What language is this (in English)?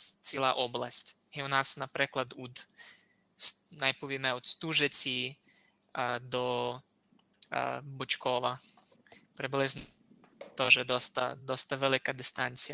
Rusyn